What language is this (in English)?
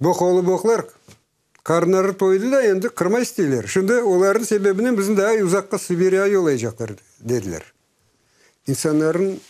Crimean Tatar